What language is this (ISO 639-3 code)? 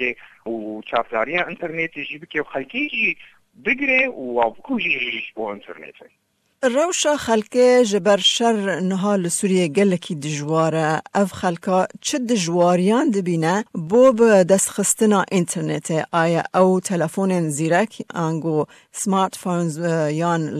kur